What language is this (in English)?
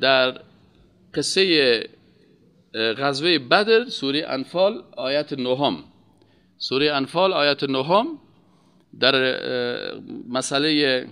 Persian